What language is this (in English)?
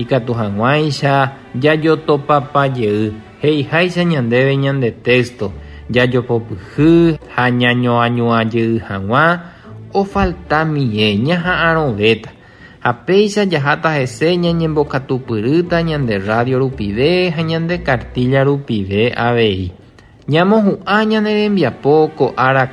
Guarani